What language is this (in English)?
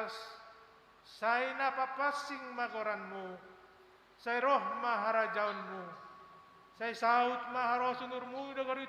Batak Simalungun